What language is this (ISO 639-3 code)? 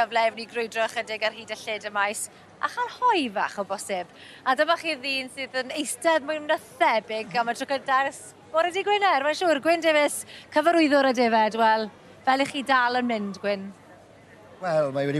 cym